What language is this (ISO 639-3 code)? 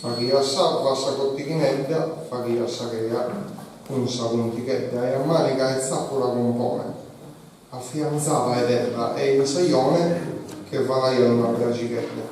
srd